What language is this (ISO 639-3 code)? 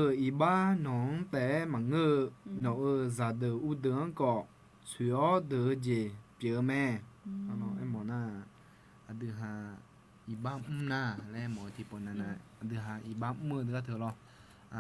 ahk